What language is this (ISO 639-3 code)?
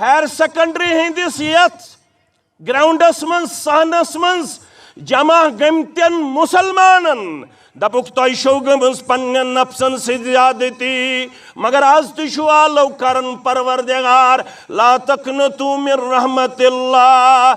kas